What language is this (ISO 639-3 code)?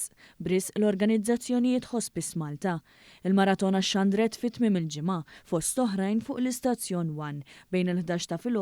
mlt